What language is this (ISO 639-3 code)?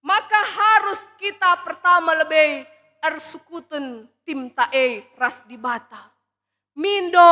btx